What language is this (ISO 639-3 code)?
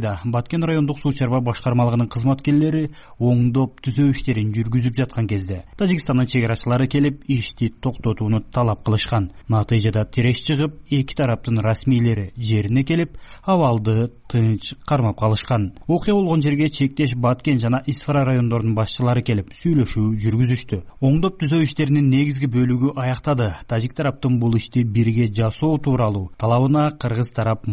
kir